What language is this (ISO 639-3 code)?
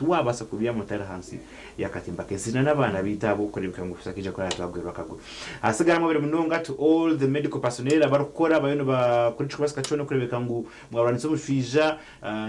nyn